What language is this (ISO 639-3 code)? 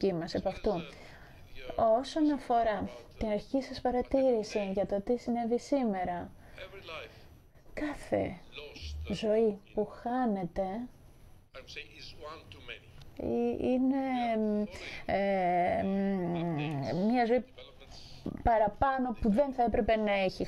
ell